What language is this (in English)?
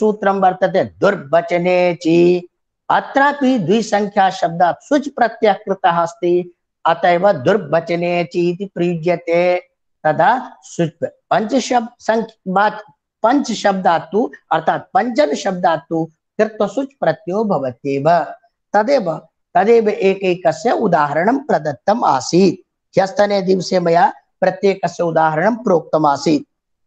Sanskrit